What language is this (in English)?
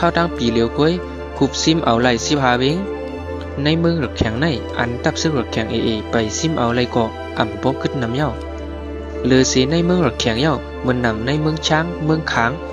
Shan